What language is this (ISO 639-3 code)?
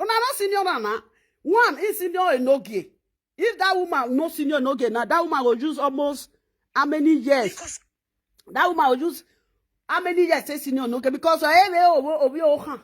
pcm